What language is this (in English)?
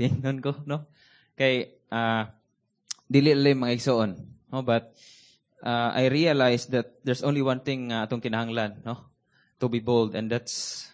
Cebuano